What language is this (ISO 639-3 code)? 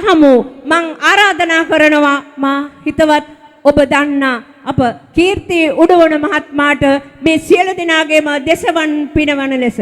sin